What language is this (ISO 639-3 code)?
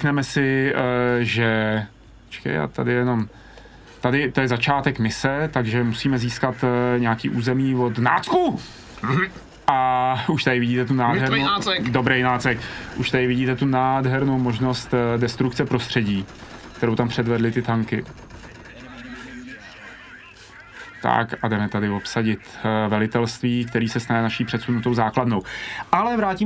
ces